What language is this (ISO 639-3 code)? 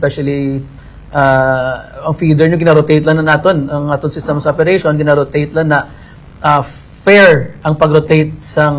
hil